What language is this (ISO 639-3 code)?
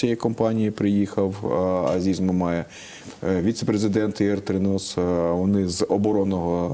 ukr